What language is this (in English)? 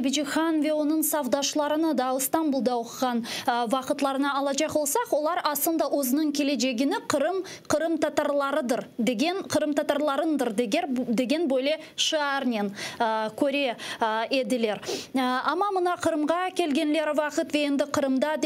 Crimean Tatar